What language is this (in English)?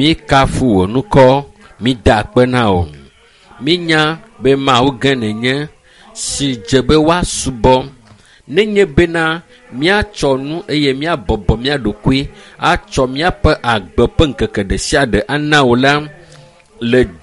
Ewe